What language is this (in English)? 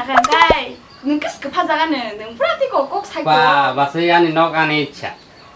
Kok Borok